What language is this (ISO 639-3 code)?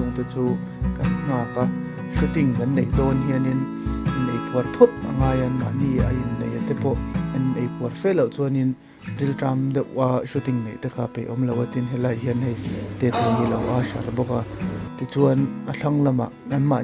lus